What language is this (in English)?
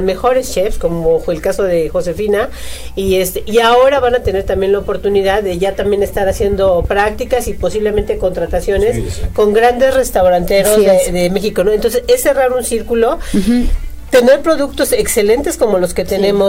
Spanish